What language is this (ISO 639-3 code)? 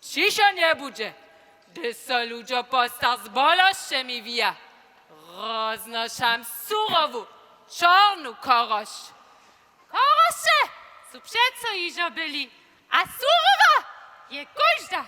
hsb